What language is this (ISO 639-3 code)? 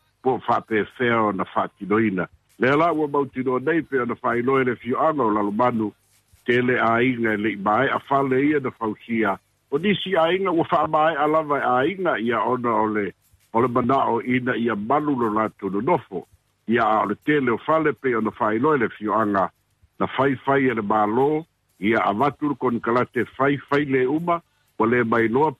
smo